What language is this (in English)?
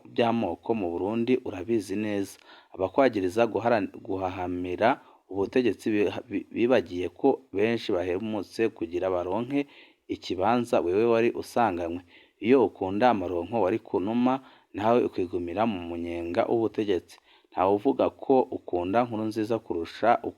Rundi